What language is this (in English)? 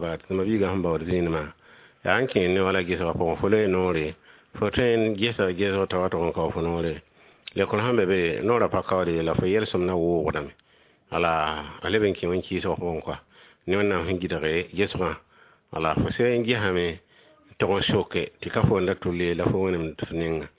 Mossi